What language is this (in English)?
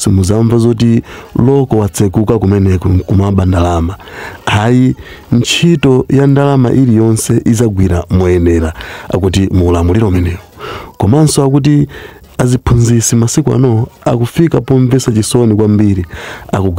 Nyanja